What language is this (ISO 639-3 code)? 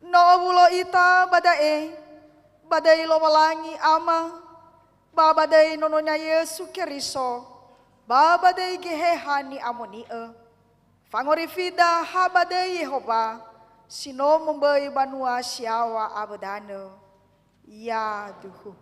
nia